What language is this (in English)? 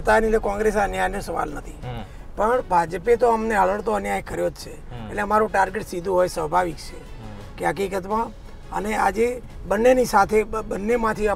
Gujarati